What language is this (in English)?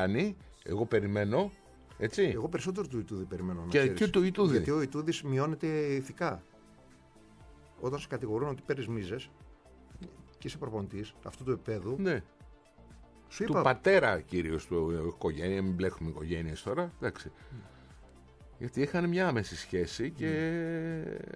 Greek